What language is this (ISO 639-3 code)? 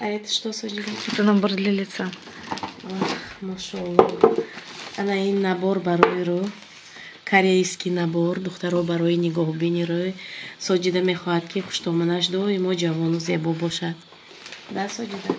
tgk